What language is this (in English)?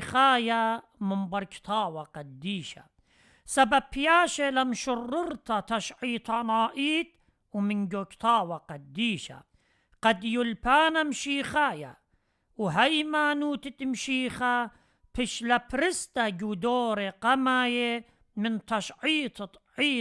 Assyrian Neo-Aramaic